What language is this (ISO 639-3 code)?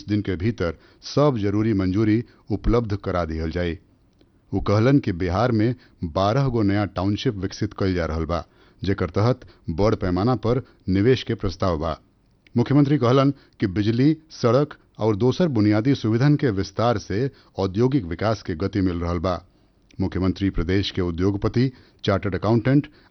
bho